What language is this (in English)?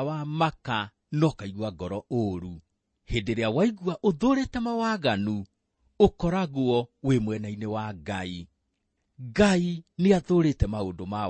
Kikuyu